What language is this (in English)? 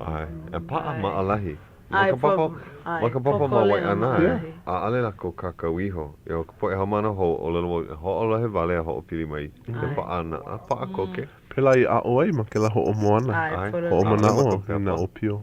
Hawaiian